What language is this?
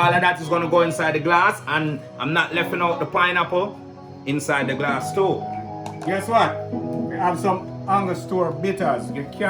Jamaican Creole English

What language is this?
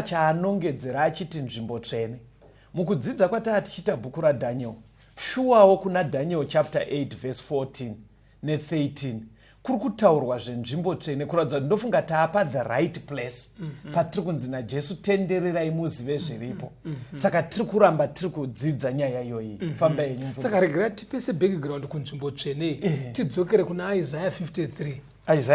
Shona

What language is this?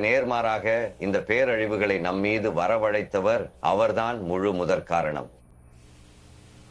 Tamil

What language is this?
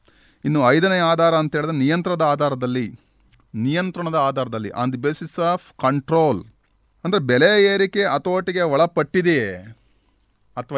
Kannada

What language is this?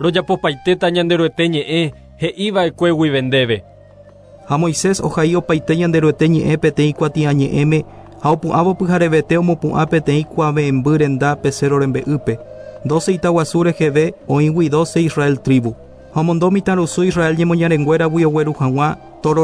Guarani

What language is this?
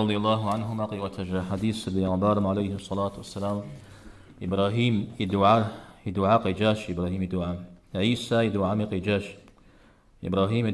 Kabardian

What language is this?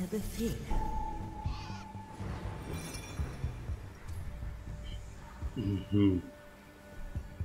German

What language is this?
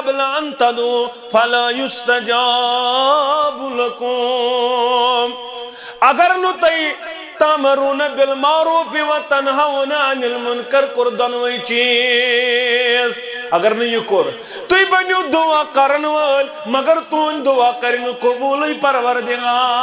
Kashmiri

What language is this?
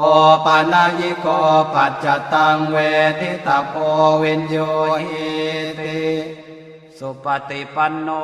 Pali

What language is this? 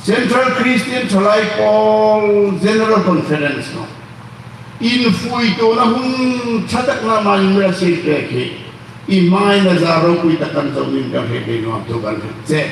Hmar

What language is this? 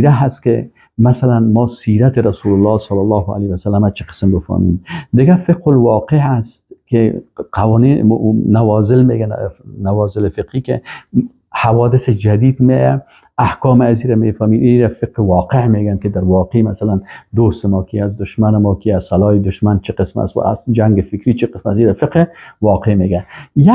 Persian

